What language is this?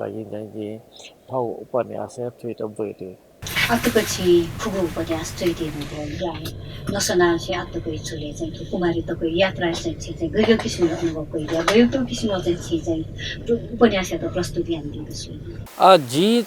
Newari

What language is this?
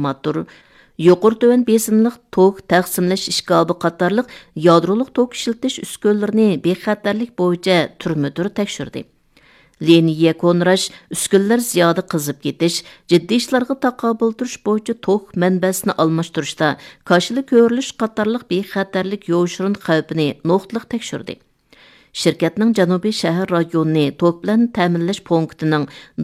Uyghur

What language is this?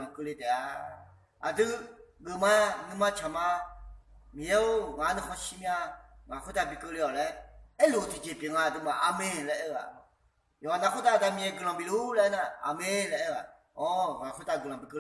Akha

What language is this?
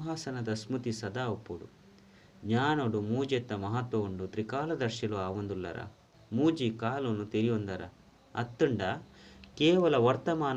Tulu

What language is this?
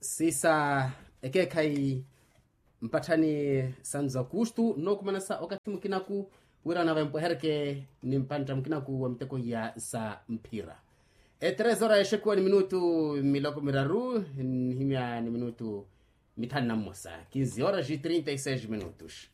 Makhuwa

